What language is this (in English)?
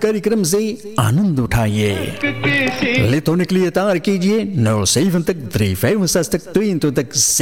Hindi